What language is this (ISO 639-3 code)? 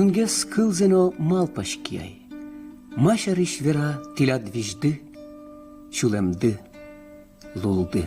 udm